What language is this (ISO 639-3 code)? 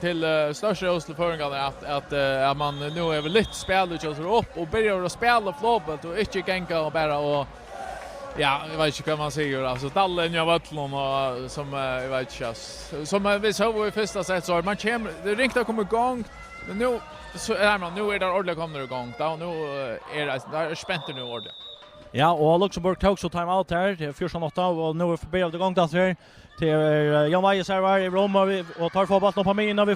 fao